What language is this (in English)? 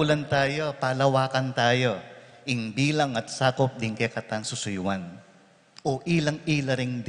Pampanga